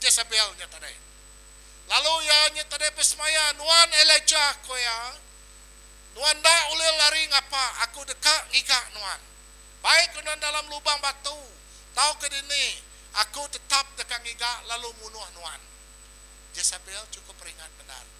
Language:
Iban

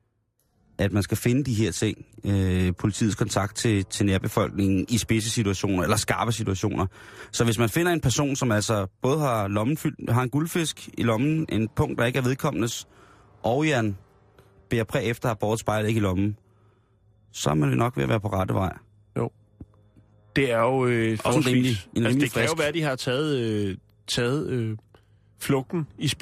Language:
Danish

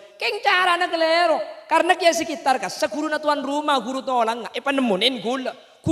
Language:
Madurese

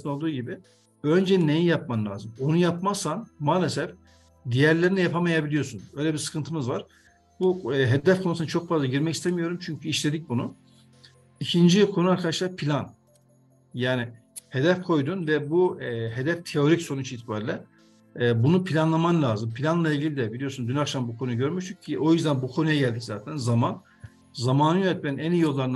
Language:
Turkish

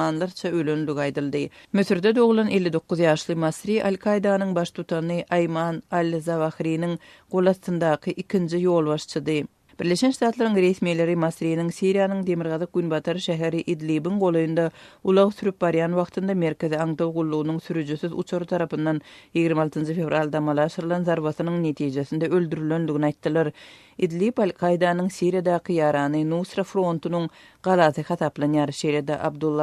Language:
Turkmen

